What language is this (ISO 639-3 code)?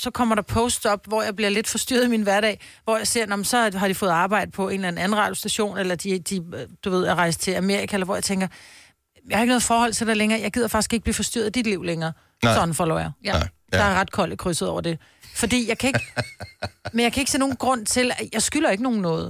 dan